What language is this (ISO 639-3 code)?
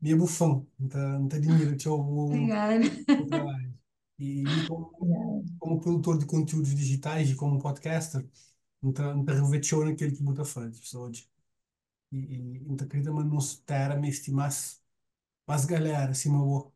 kea